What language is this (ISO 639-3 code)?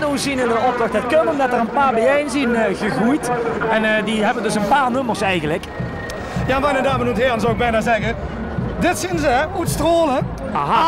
lim